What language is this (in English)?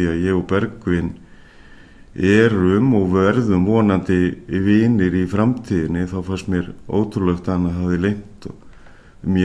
Icelandic